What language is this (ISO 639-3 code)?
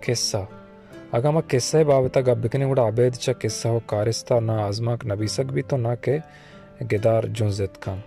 bal